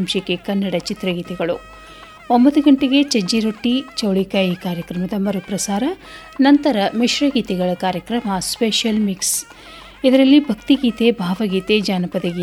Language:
Kannada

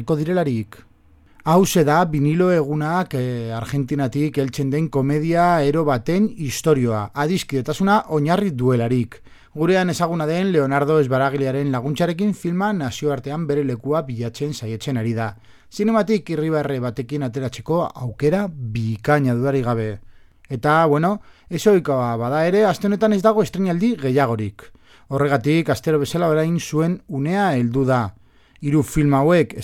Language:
Basque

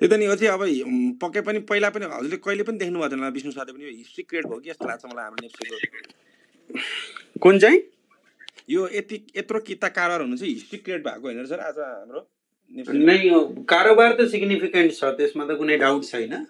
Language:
Nepali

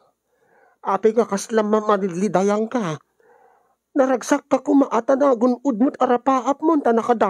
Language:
Iloko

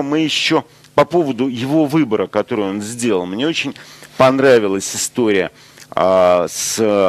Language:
Russian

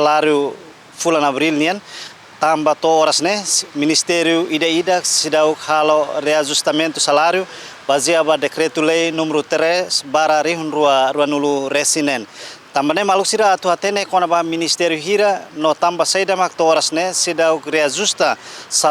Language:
Tetum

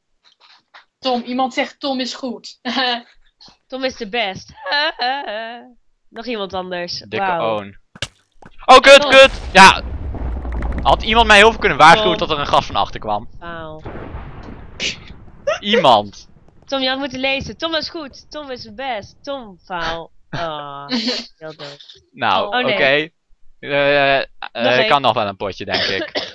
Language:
Dutch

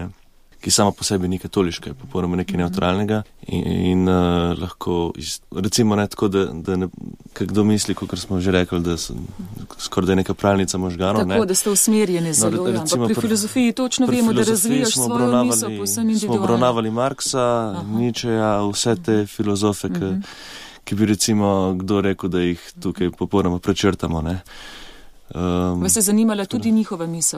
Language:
Slovenian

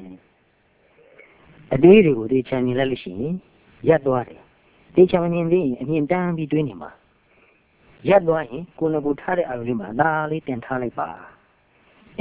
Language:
Burmese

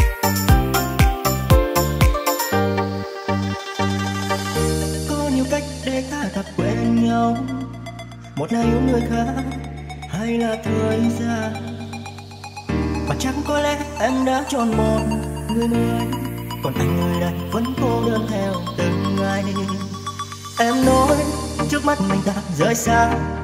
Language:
Vietnamese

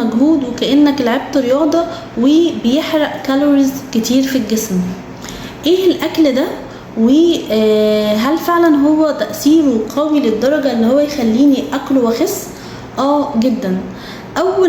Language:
Egyptian Arabic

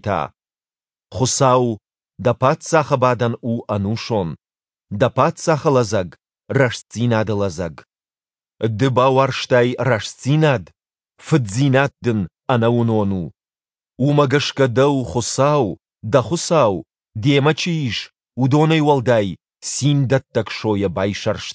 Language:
Ossetic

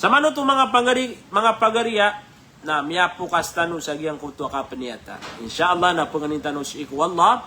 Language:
Maranao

